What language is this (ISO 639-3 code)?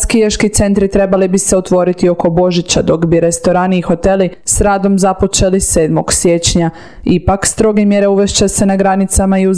hrv